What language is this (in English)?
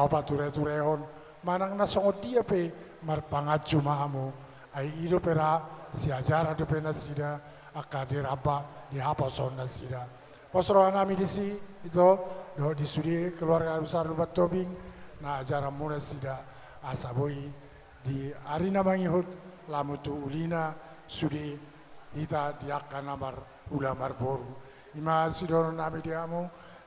Batak Toba